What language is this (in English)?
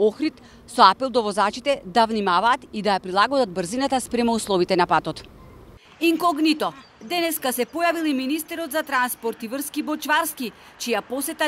Macedonian